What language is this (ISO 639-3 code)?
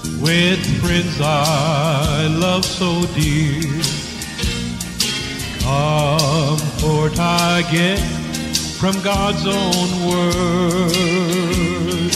eng